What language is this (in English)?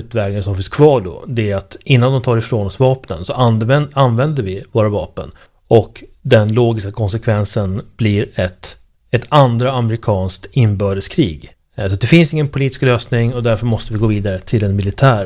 Swedish